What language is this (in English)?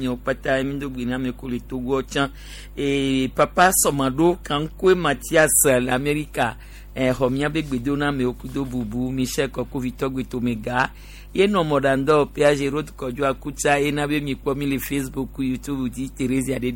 Gen